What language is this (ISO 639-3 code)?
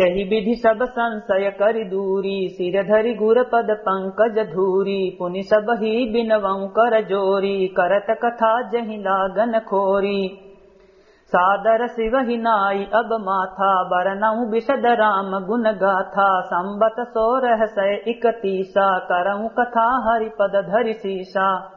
awa